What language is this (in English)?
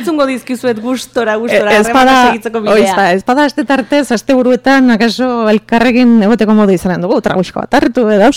Basque